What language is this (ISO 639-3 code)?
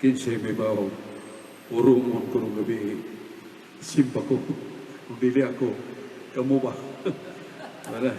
ceb